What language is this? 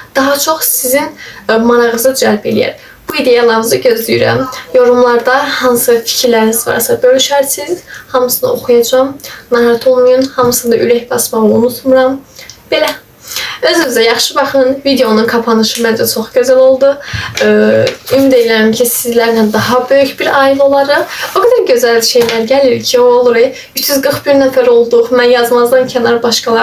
Azerbaijani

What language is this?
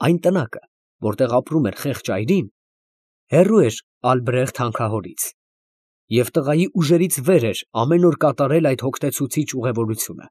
Armenian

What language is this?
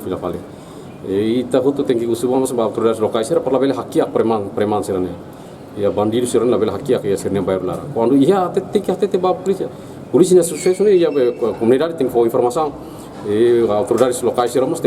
Tetum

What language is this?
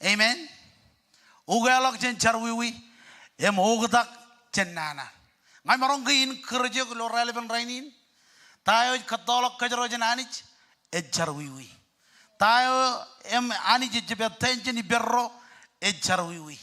Marshallese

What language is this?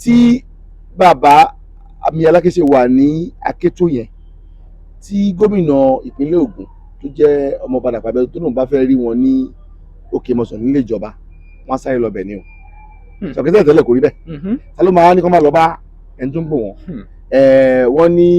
Yoruba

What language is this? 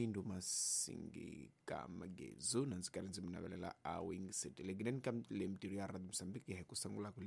Tsonga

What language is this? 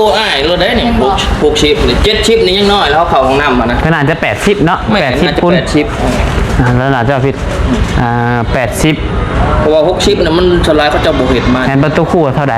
Northeastern Thai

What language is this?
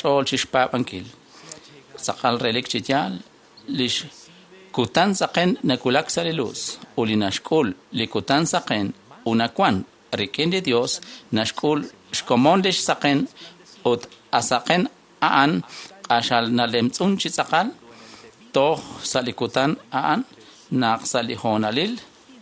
Kekchí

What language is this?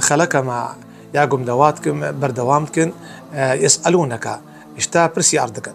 Kurdish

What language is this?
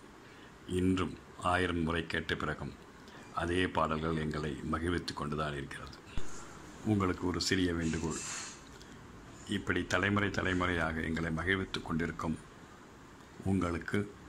Tamil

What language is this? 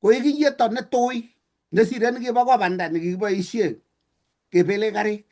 Kalenjin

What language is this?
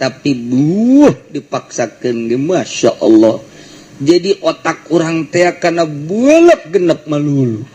Sundanese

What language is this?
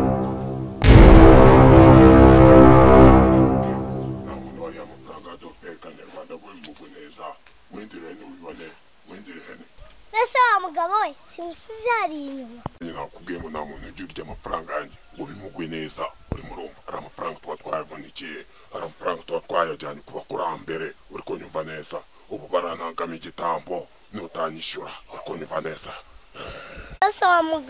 Kinyarwanda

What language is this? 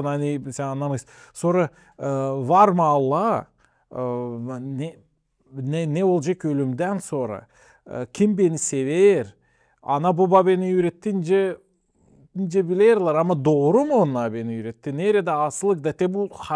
Gagauz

